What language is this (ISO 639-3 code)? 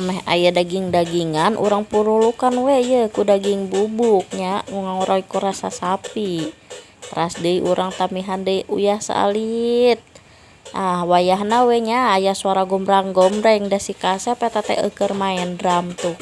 sun